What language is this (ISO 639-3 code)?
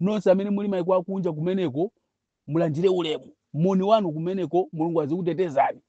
nya